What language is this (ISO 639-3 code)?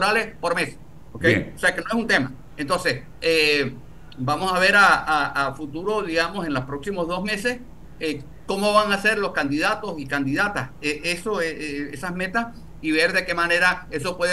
spa